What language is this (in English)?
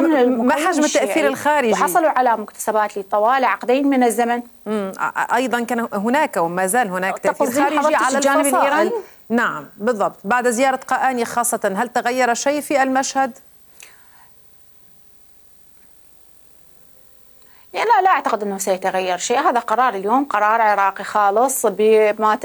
Arabic